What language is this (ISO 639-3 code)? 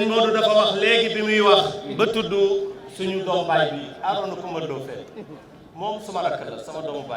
wol